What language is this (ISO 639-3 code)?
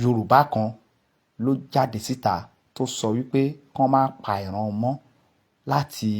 yor